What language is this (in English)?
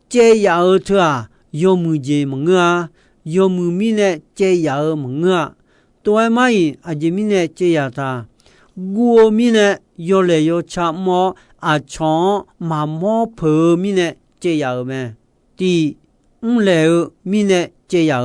Akha